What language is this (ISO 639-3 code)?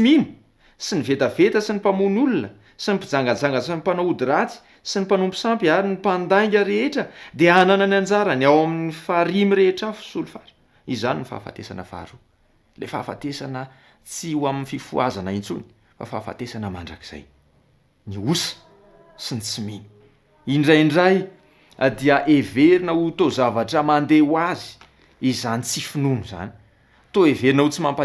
mlg